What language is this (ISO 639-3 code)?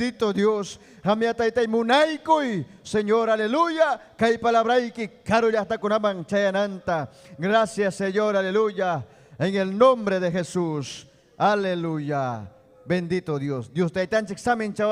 quy